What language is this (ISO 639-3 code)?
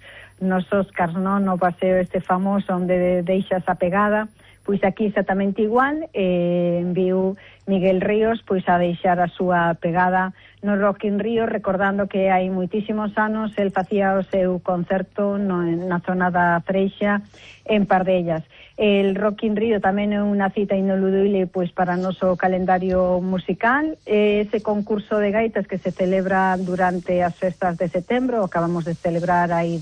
glg